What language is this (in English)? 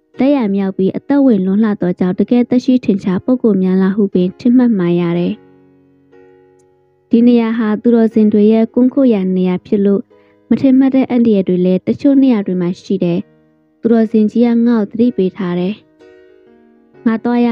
Burmese